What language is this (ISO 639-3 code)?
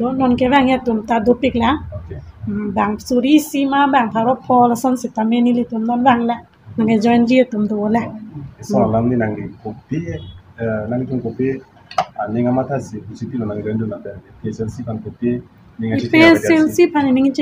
mjw